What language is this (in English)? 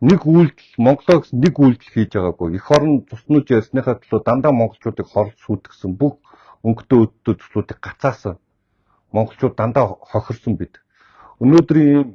Mongolian